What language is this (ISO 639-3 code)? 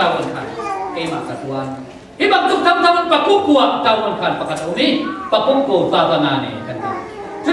cfm